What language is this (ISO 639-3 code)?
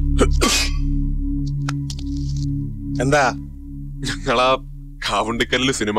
mal